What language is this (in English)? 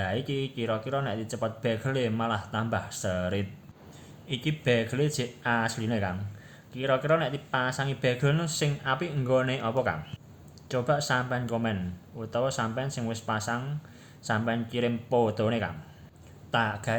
Javanese